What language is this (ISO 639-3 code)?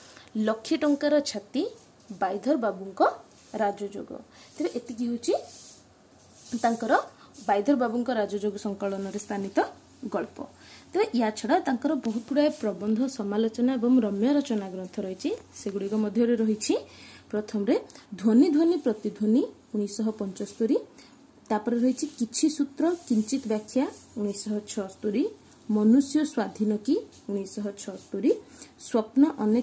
ori